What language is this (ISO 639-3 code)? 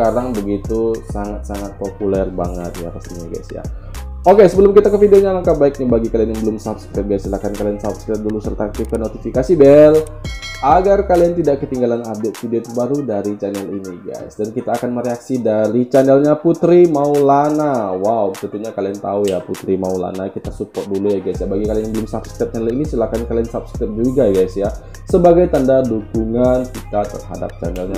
ind